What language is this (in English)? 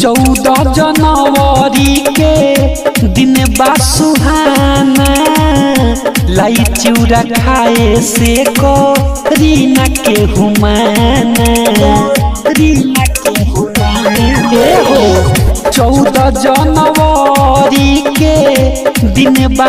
Bhojpuri